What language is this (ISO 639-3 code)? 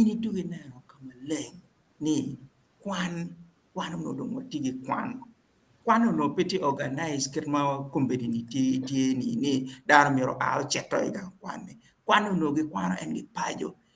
ach